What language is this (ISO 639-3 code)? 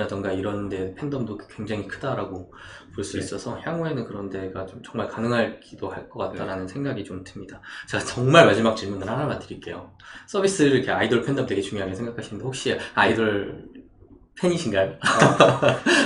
kor